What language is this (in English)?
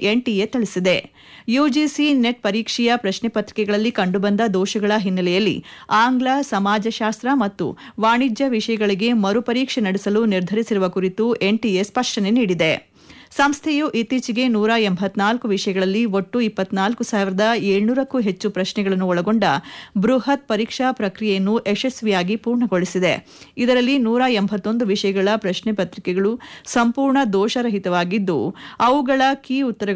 Kannada